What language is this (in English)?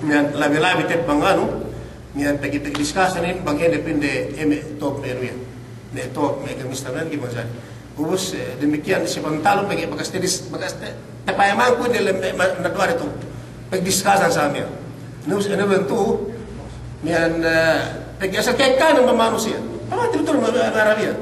Yakan